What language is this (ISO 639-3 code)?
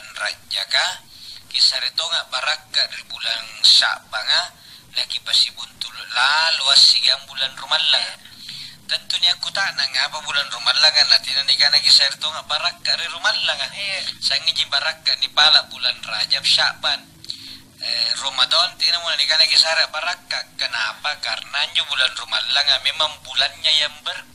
mak